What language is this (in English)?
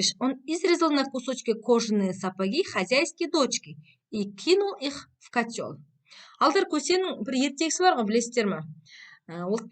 Kazakh